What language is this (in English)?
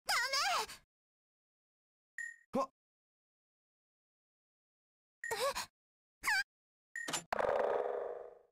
Japanese